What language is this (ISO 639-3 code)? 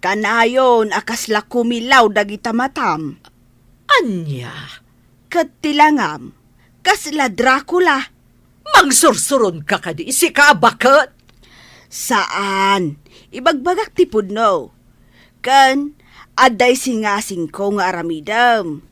ilo